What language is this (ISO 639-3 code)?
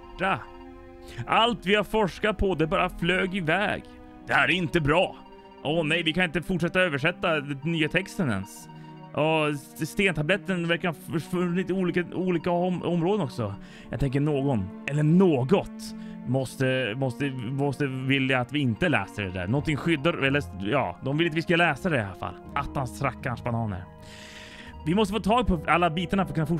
swe